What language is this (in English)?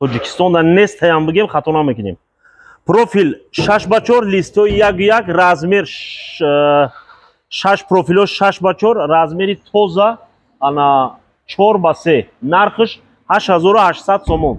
Tajik